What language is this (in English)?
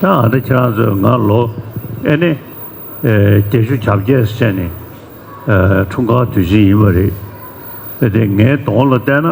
Tibetan